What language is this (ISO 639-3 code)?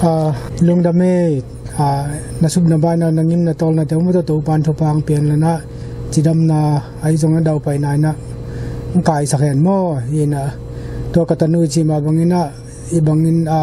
ctd